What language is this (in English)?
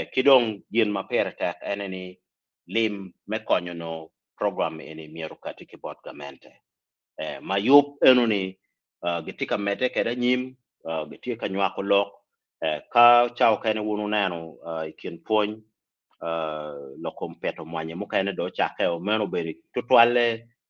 Acoli